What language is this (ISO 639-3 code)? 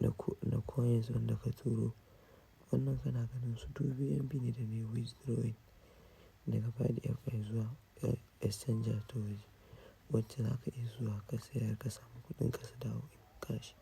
hau